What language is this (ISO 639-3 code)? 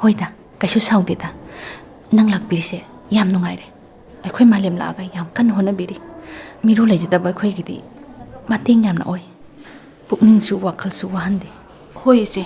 mni